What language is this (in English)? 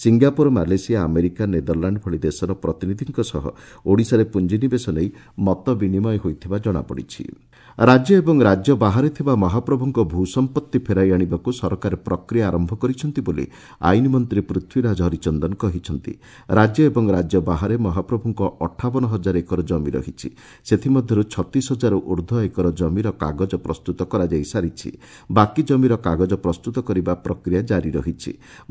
Odia